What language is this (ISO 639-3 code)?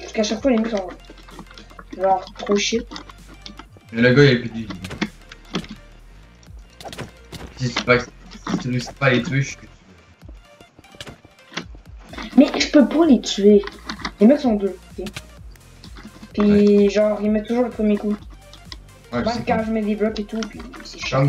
fra